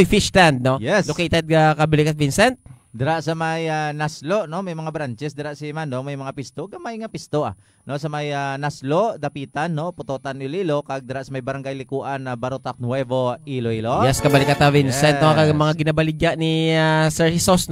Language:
Hiligaynon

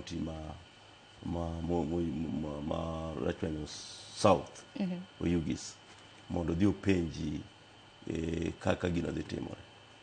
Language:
Luo (Kenya and Tanzania)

